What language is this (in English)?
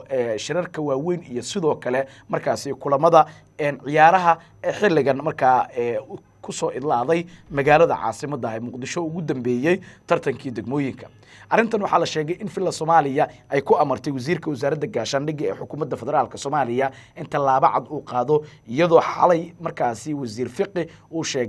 Somali